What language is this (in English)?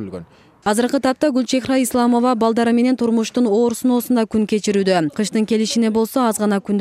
Kyrgyz